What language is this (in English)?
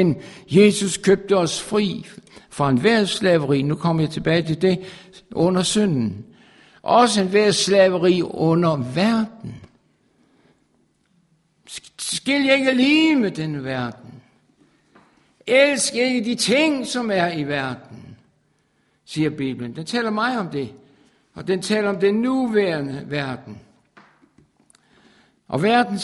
Danish